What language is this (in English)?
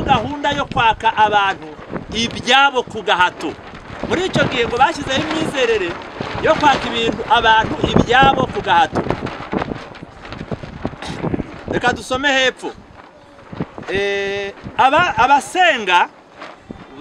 Kinyarwanda